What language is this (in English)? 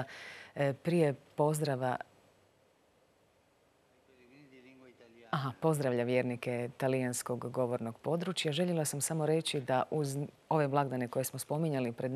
Croatian